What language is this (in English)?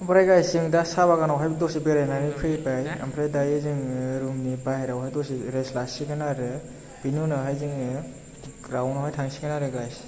Bodo